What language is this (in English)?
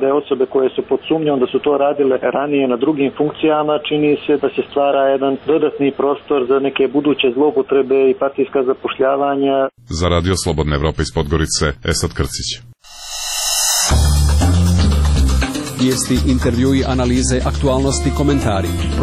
Serbian